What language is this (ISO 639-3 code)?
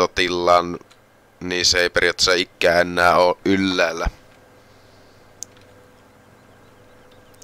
fin